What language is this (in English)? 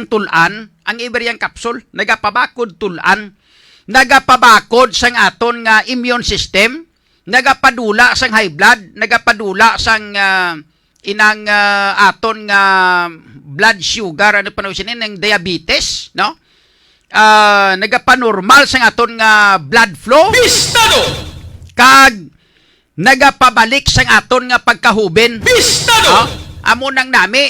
Hiligaynon